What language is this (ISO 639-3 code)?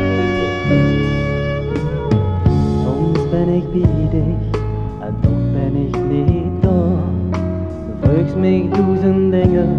nld